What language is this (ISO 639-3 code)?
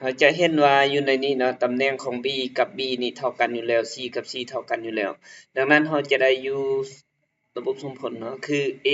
lao